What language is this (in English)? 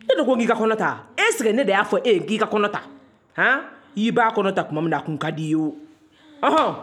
Bambara